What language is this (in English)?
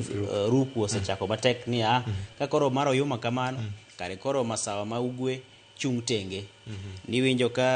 Luo (Kenya and Tanzania)